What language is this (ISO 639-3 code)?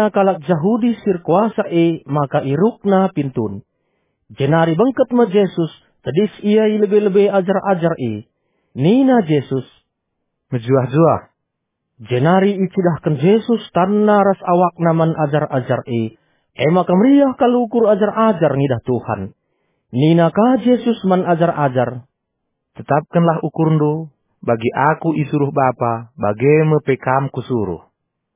btx